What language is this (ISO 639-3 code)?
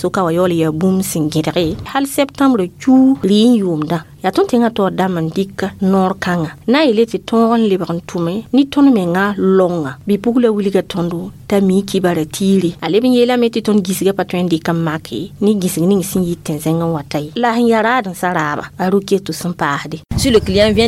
mos